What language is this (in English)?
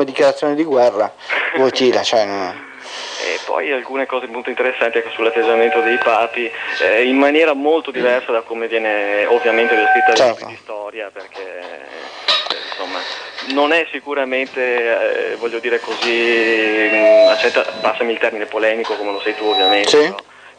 Italian